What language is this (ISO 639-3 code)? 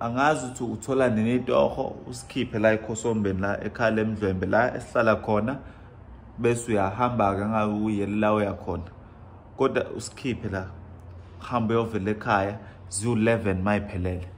zul